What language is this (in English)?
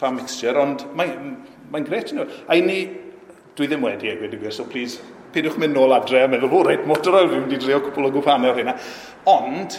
Welsh